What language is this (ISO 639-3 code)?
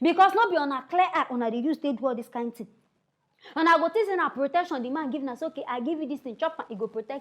pcm